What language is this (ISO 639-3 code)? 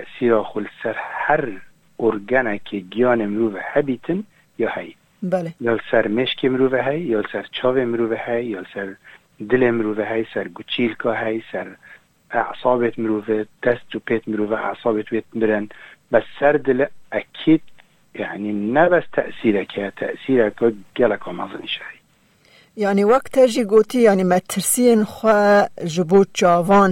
kur